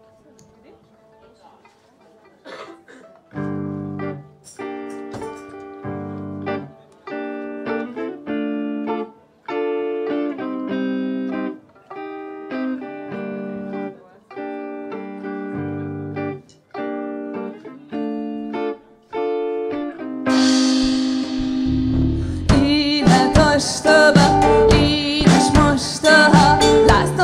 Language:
Hungarian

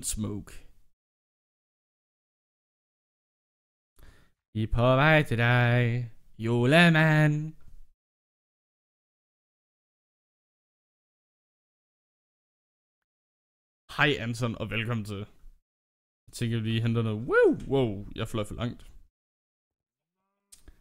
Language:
Danish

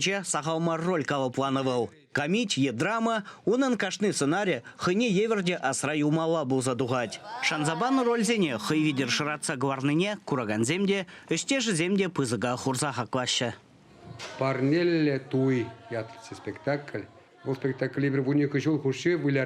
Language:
Chuvash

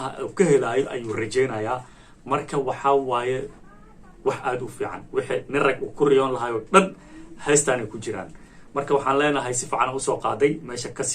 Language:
Somali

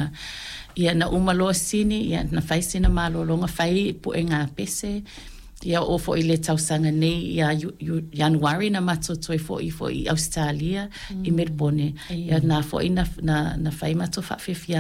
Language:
Samoan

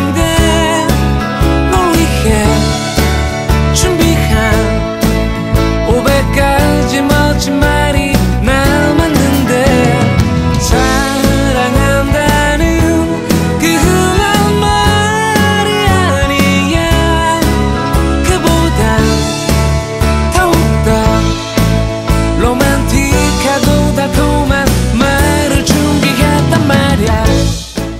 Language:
Korean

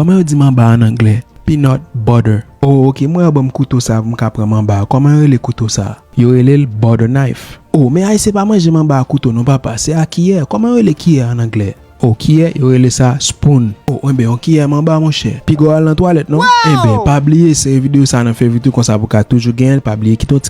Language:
Haitian Creole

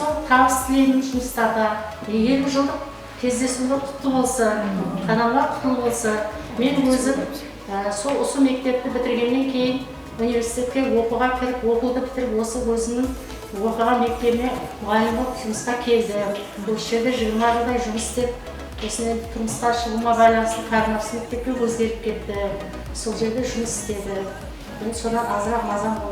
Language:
Kara-Kalpak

